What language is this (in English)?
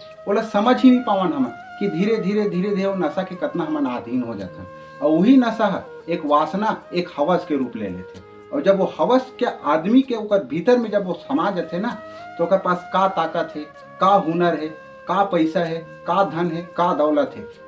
Chhattisgarhi